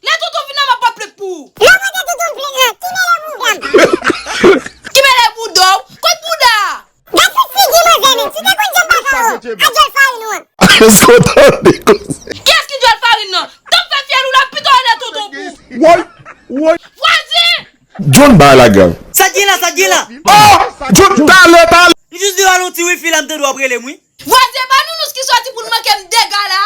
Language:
Haitian Creole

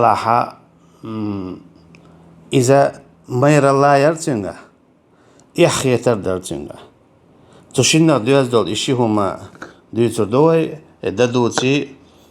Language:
Chechen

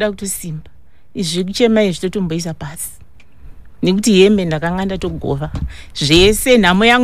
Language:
Shona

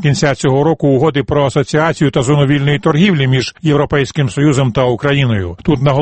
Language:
Ukrainian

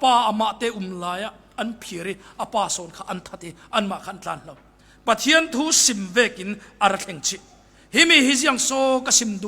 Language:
Falam Chin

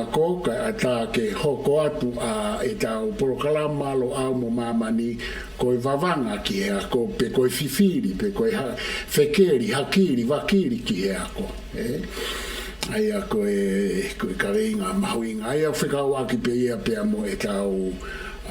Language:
Tongan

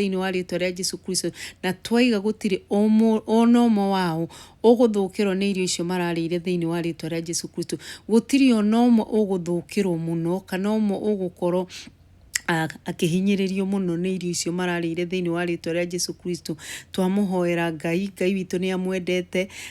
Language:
Kikuyu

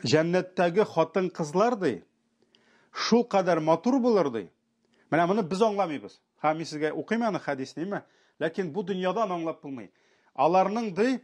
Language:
Tatar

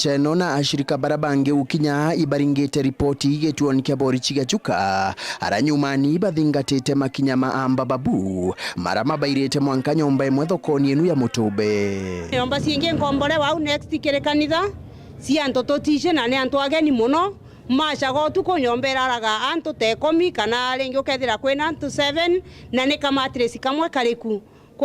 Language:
Meru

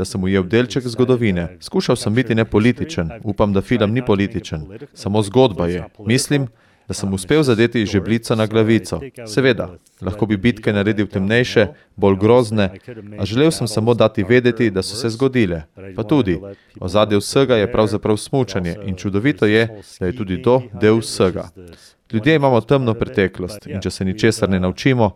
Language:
Slovenian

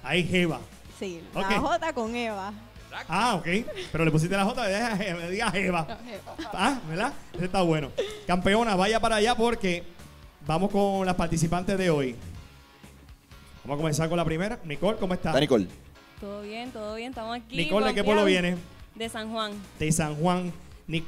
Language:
Spanish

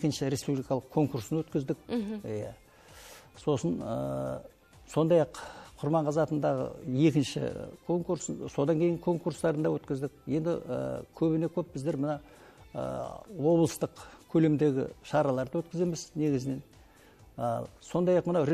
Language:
Kazakh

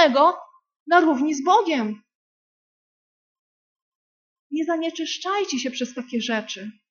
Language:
Polish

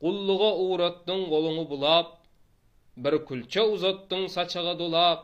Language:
Turkmen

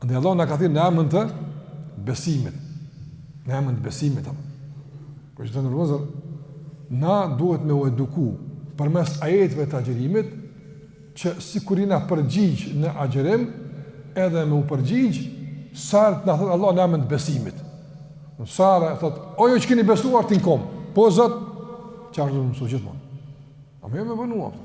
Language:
Albanian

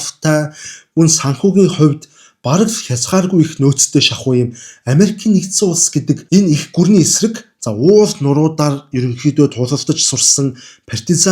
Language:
Mongolian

